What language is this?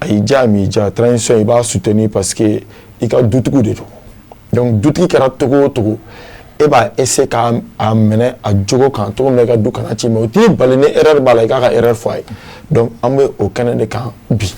Bambara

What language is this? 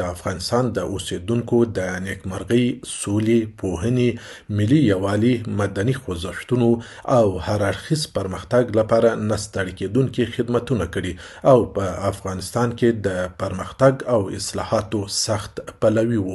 Pashto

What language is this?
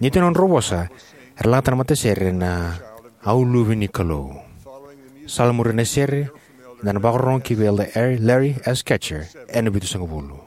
Fijian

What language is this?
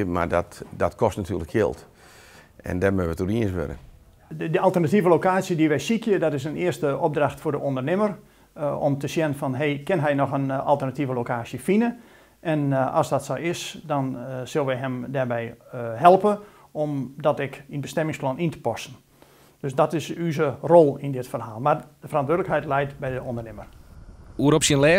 Western Frisian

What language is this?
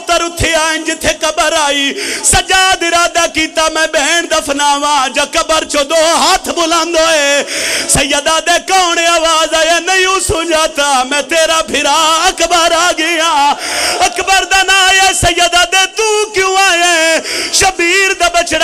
Pahari-Potwari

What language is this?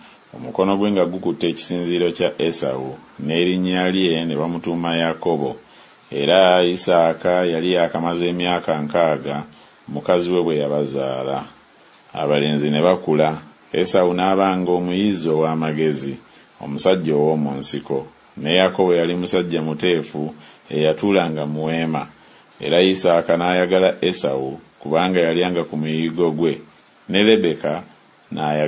Ganda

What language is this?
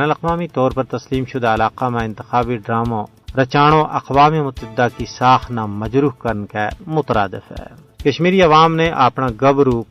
Gujari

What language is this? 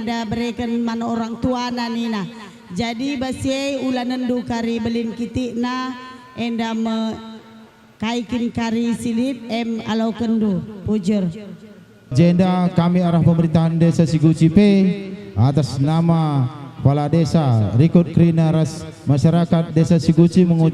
Batak Karo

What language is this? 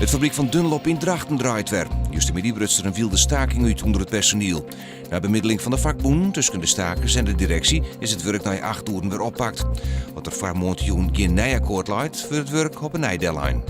Western Frisian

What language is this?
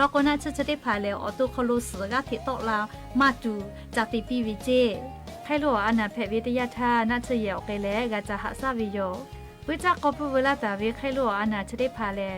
Lahu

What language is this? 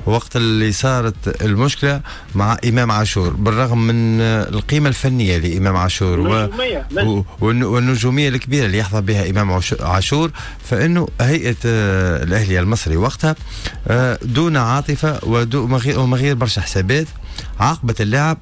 Tunisian Arabic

